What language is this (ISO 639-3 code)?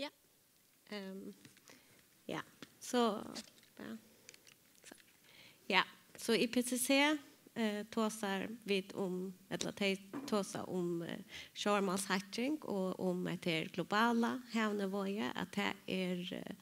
fao